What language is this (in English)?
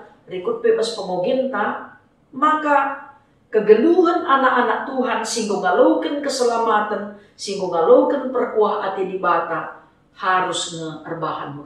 Batak Karo